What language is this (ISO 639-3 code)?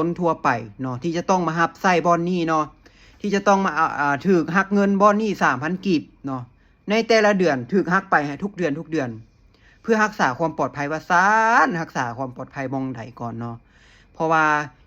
lao